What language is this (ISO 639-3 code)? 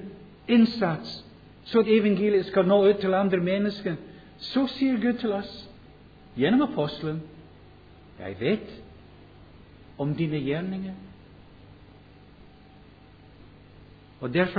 nor